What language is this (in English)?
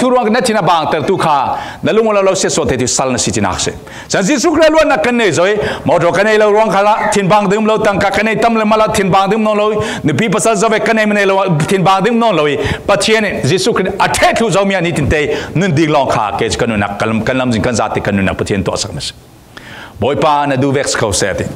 Falam Chin